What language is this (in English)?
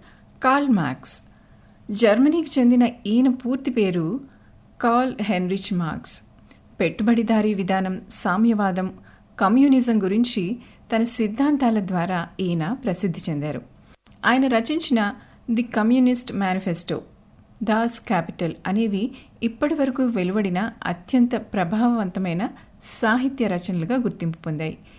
Telugu